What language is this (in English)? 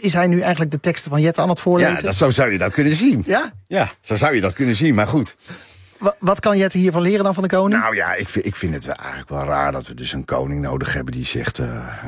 Dutch